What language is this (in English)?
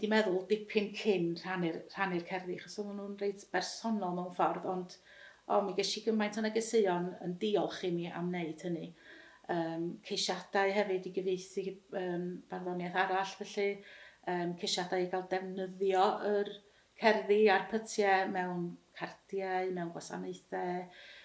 Welsh